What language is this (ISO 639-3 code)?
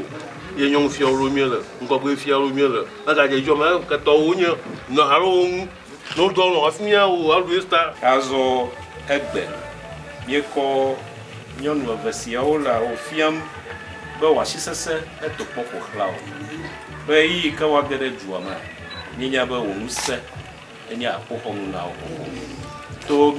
ewe